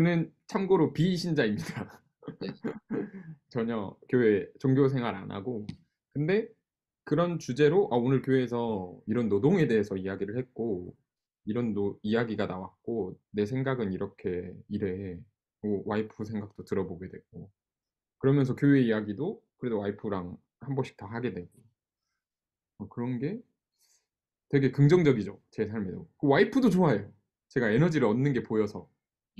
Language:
Korean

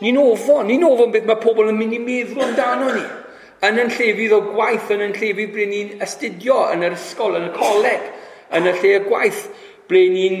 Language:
Welsh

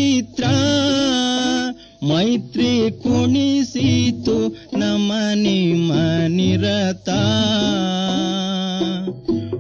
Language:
Kannada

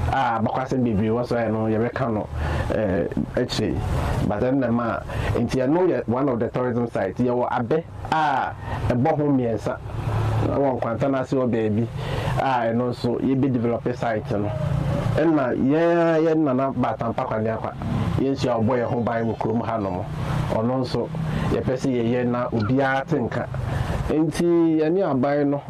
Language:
Akan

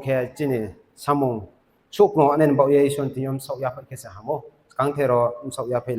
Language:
Riang (India)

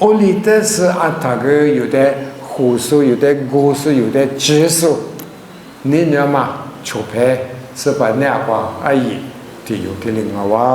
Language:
Lisu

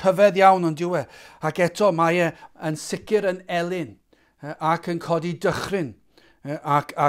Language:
Welsh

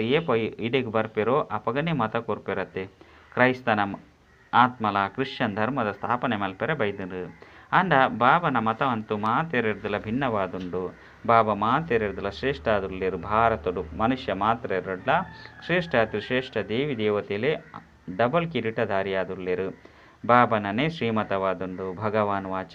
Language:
Tulu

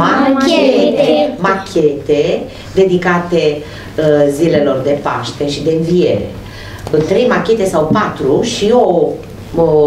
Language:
Romanian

